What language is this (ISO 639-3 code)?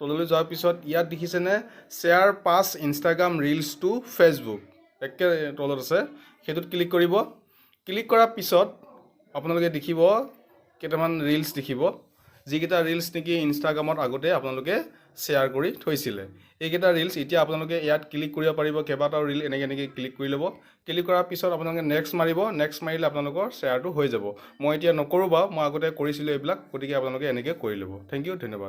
asm